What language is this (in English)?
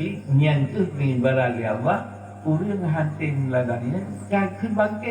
Achinese